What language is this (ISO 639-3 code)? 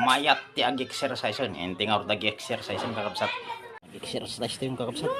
ilo